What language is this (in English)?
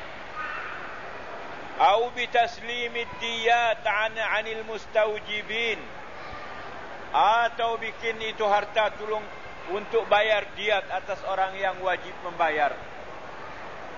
Malay